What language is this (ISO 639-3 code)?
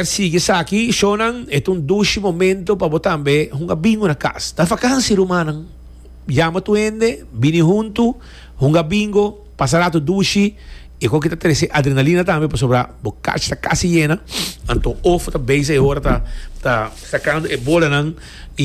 pap